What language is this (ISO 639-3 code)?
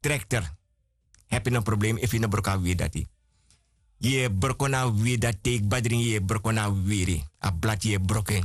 srn